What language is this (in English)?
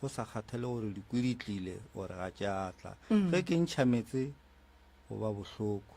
Northern Sotho